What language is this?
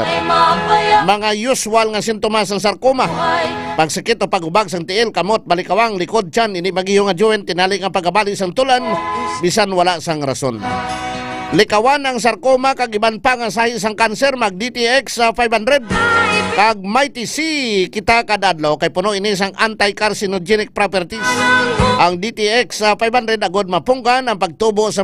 Hiligaynon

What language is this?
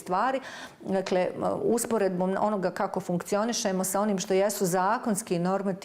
Bosnian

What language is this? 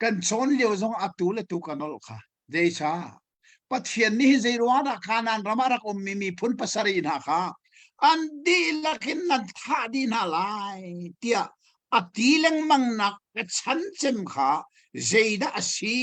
Hakha Chin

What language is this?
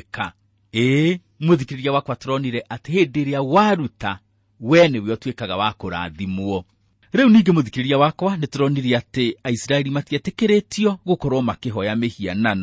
Kikuyu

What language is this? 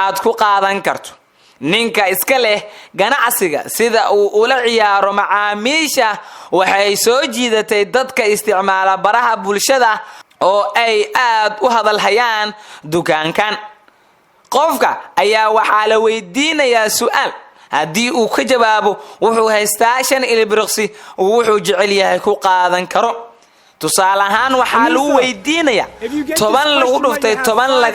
Somali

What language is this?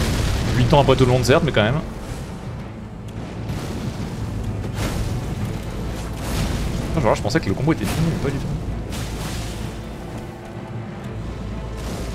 French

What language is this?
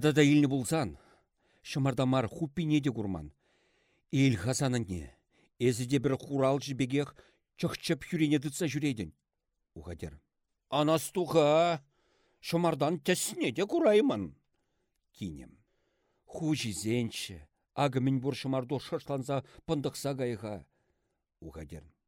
Chuvash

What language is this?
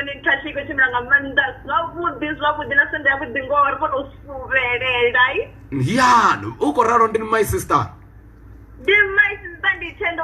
Venda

